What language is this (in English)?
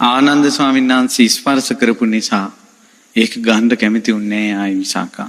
Sinhala